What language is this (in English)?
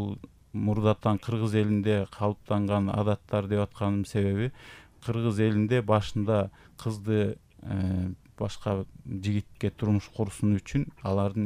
Kyrgyz